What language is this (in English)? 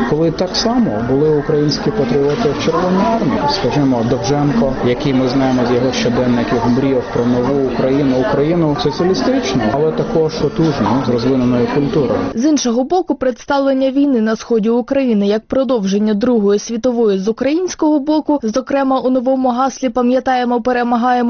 Ukrainian